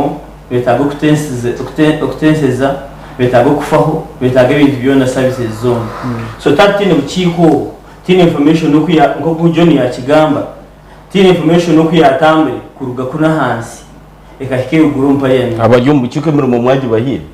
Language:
Nyankole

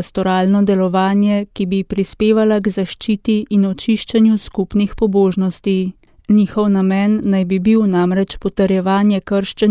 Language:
Slovenian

